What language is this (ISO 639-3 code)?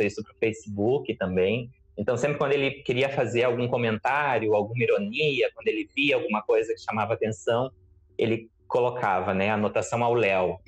por